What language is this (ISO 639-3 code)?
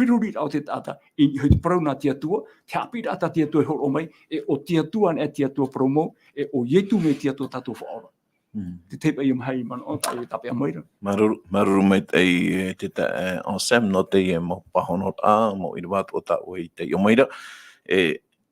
tah